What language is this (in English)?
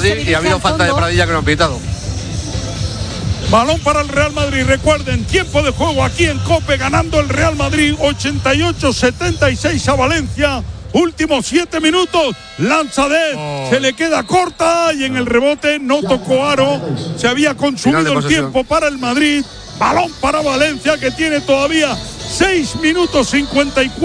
Spanish